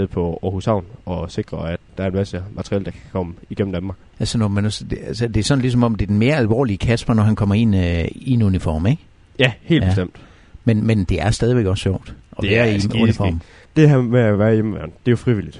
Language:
Danish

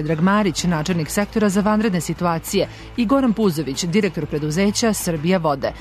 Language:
Serbian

